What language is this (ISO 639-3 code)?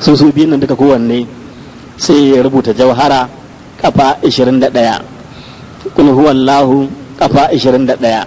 hau